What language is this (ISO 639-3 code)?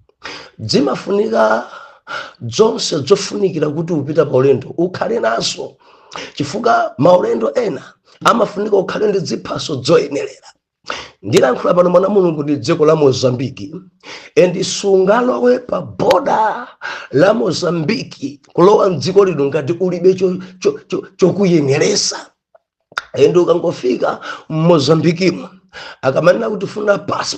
nya